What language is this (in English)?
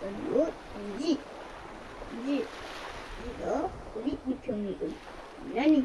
Fula